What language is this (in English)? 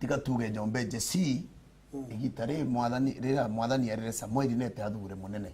Meru